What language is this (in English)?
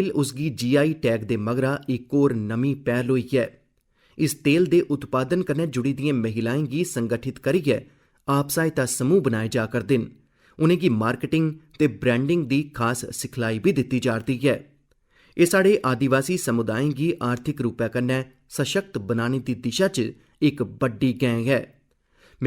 Dogri